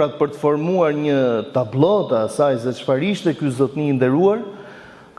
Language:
Albanian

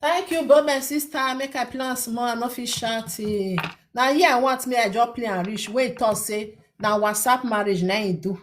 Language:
Nigerian Pidgin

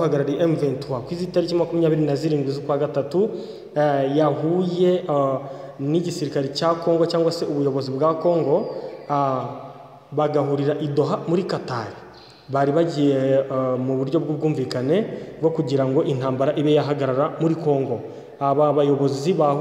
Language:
Kinyarwanda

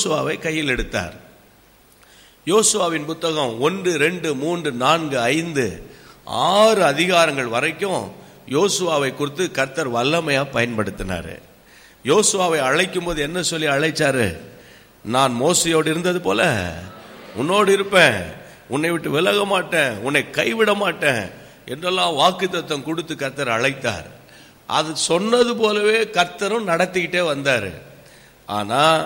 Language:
Tamil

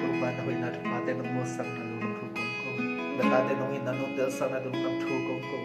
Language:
Tedim Chin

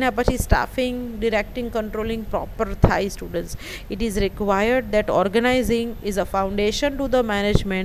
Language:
Gujarati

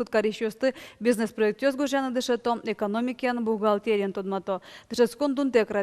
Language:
Udmurt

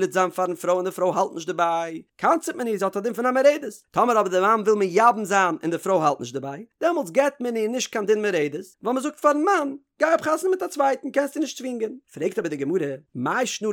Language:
Yiddish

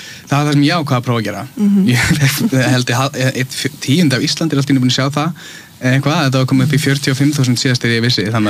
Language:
Icelandic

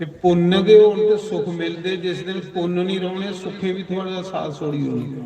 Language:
Dogri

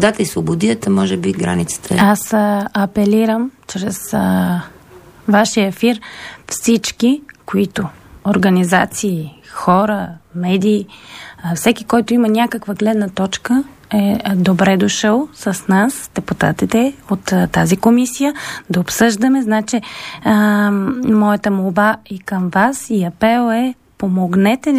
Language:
Bulgarian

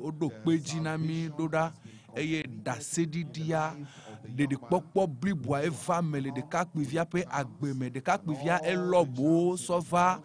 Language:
Ewe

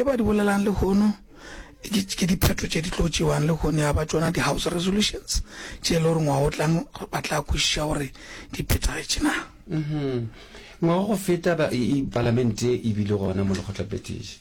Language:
Northern Sotho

